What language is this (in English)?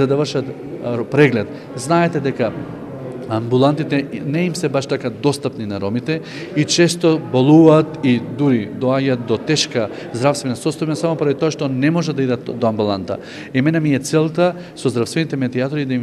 Macedonian